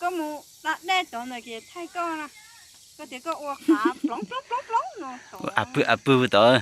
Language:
Hmong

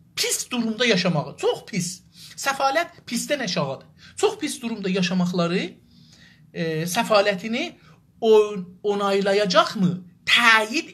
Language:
South Azerbaijani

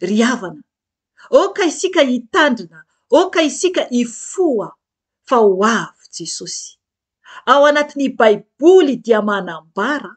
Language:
Malagasy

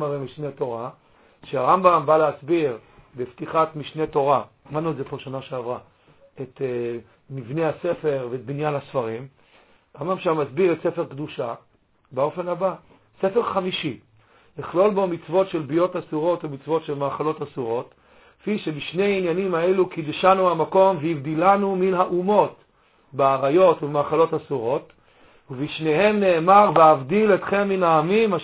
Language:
Hebrew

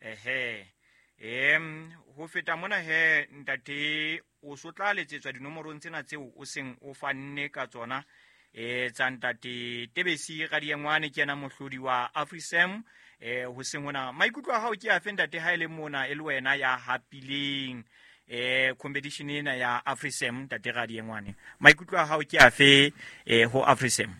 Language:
Southern Sotho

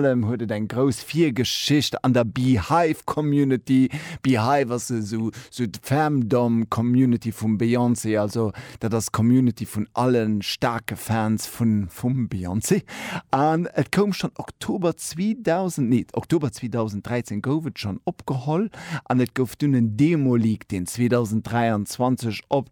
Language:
Luxembourgish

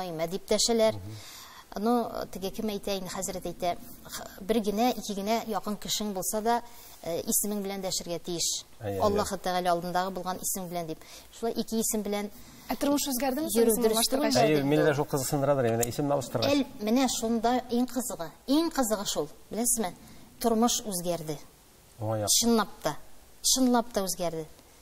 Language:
Tatar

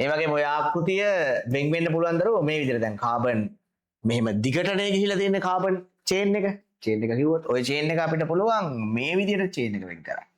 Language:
Sinhala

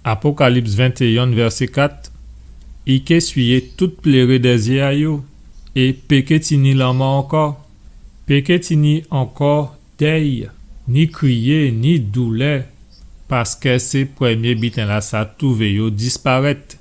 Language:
Guadeloupean Creole French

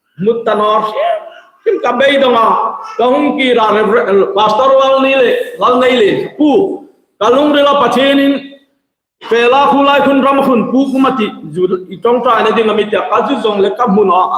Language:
Hmar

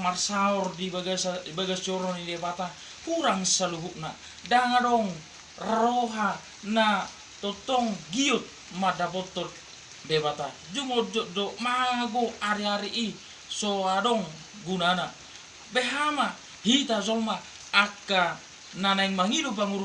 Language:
Batak Toba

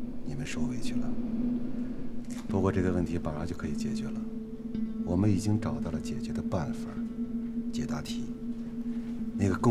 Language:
Chinese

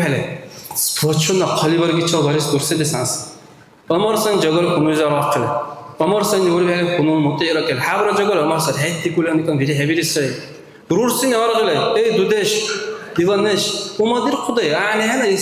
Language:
Dargwa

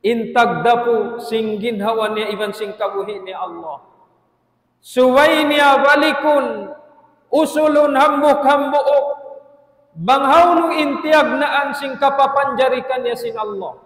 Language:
Tausug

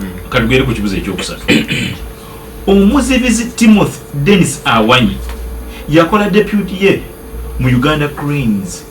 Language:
Ganda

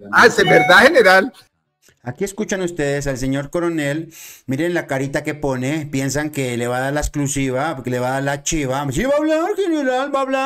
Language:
Spanish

